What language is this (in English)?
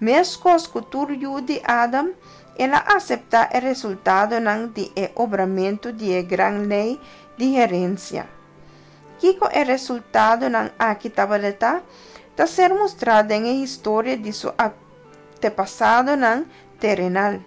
Papiamento